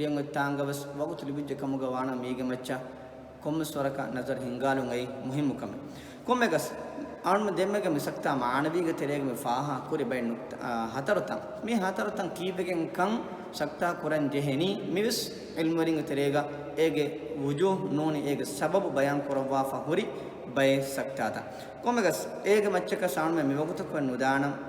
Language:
Divehi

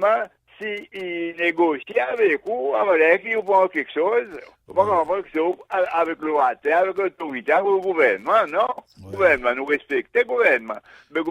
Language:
Seselwa Creole French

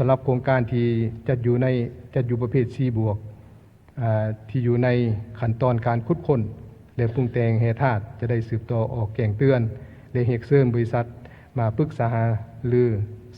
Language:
Lao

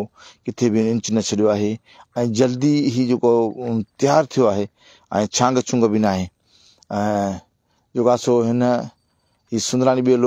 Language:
Sindhi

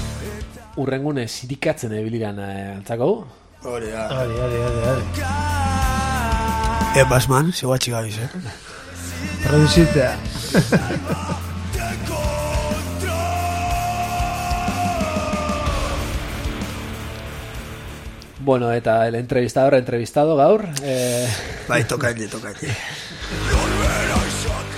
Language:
Basque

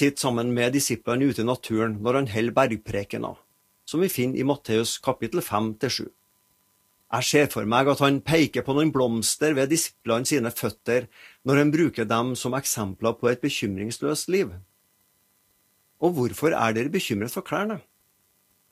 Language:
Norwegian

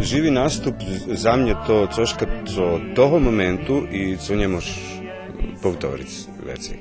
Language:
Rusyn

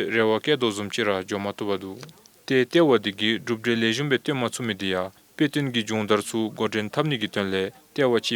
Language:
Dzongkha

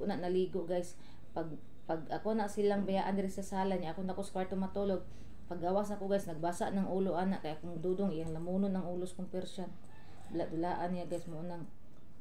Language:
Cebuano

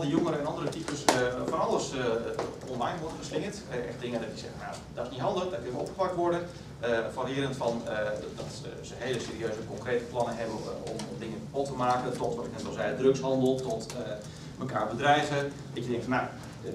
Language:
Dutch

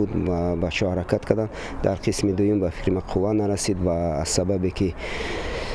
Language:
Tajik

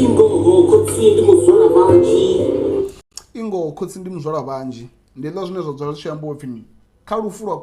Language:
Venda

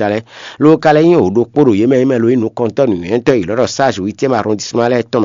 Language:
Fon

